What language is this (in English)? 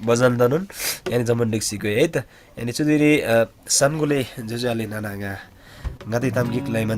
Eastern Tamang